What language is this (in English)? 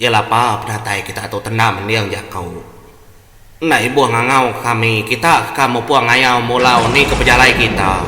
Iban